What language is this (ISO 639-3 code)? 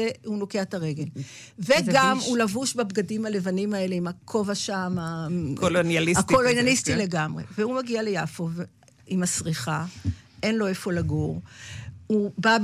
heb